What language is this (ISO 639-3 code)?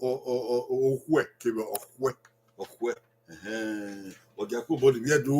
bin